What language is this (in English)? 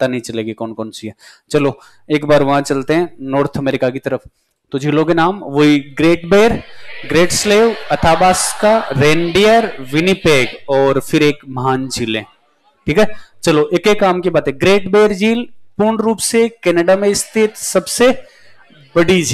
Hindi